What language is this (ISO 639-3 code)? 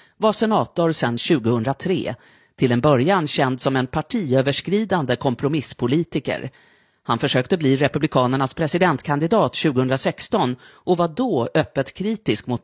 swe